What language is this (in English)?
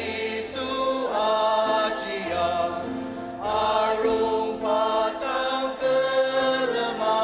Ao Naga